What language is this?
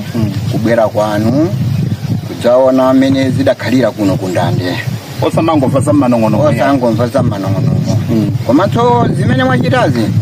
Nyanja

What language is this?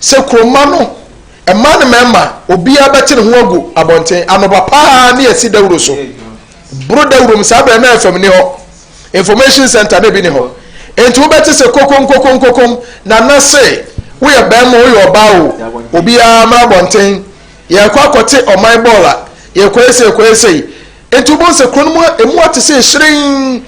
Akan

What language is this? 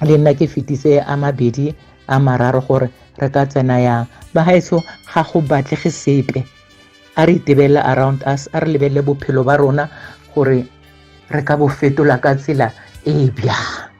Tswana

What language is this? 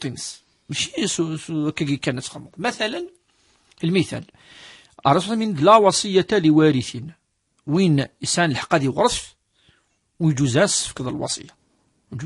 Kabyle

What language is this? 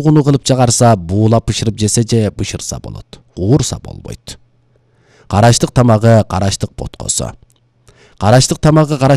Kyrgyz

